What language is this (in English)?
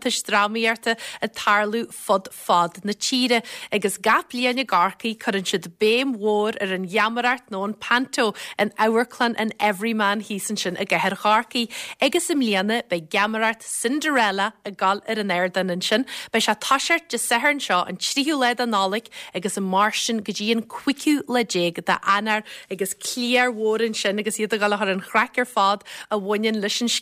Irish